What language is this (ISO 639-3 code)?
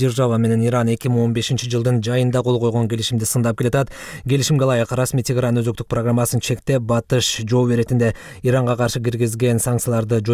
kir